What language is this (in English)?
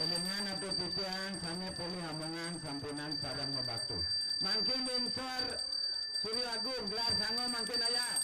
Balinese